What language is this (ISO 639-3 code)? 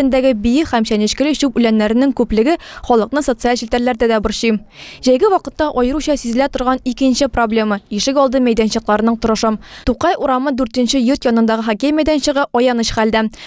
tat